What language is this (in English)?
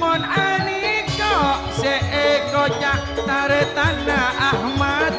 Madurese